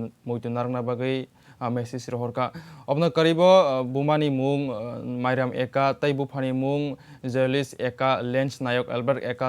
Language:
Kok Borok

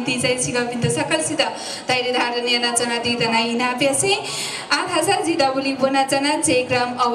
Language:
Newari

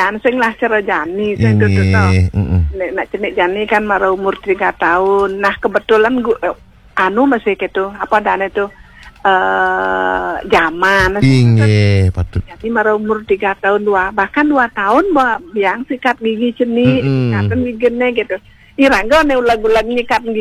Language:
Balinese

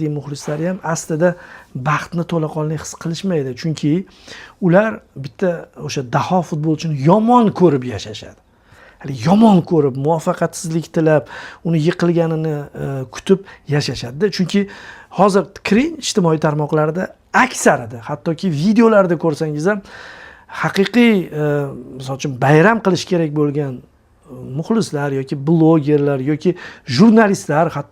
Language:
Uzbek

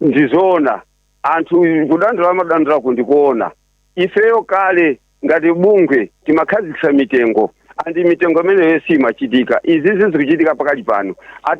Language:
Nyanja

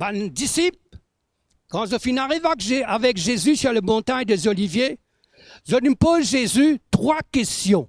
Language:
Morisyen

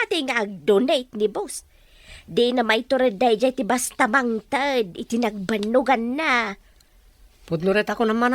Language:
Iloko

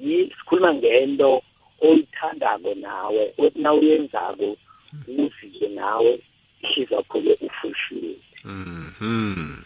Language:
South Ndebele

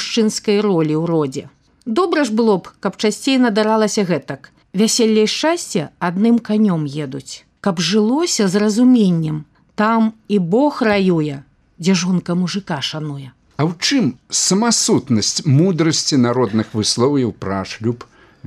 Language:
Belarusian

